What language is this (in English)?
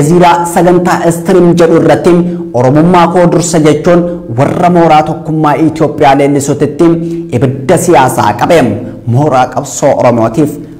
Oromo